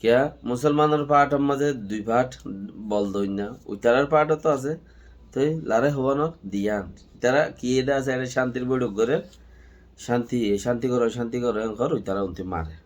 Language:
Rohingya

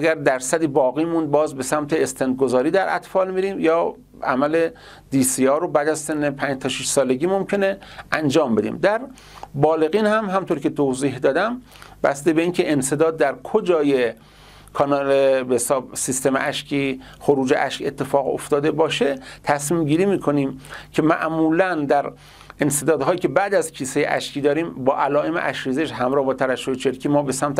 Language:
Persian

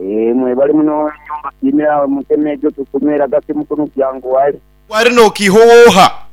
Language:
Nyankole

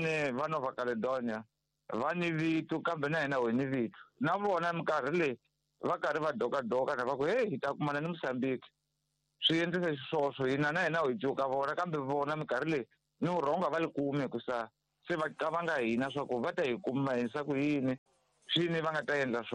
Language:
Tsonga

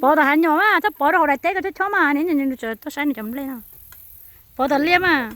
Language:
Hmong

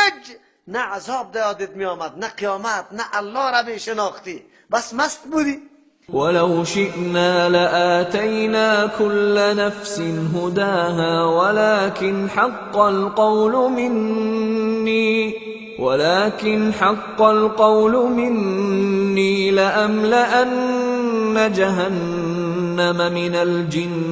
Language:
Persian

